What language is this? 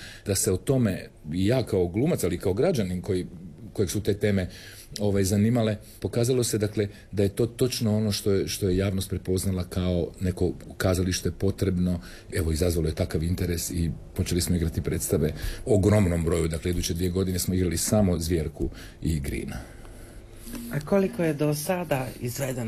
Croatian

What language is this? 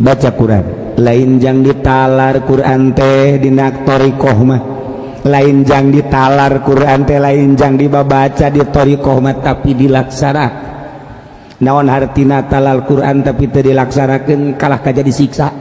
Sundanese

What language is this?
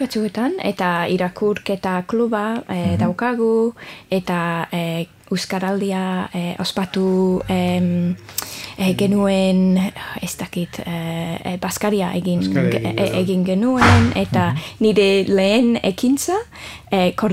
Basque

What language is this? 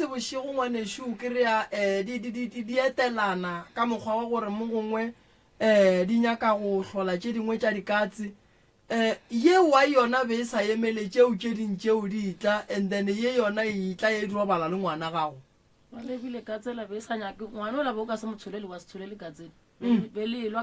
Northern Sotho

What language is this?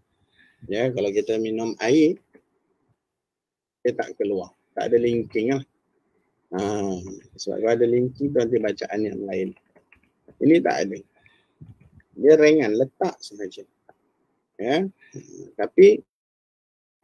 Malay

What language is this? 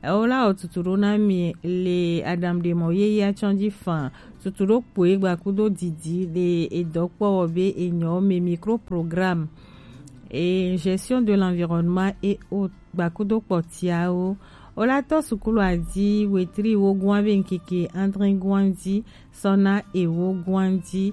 Gen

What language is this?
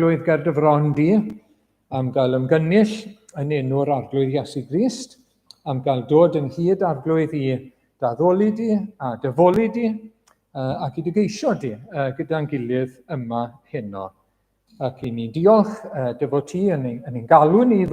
Welsh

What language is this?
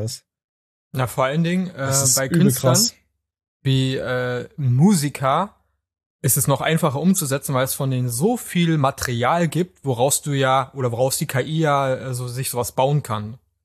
German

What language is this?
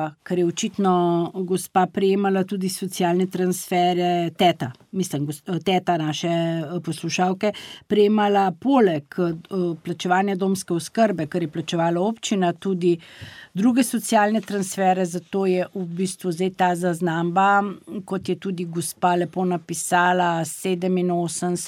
Slovenian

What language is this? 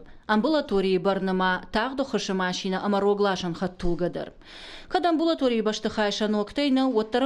Ossetic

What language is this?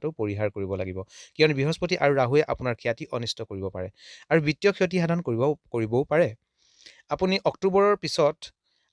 Assamese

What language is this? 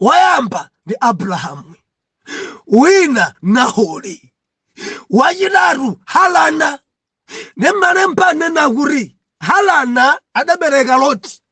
Nyanja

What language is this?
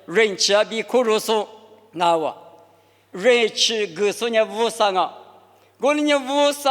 Lisu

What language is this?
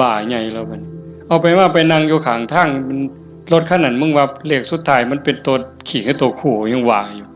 Northeastern Thai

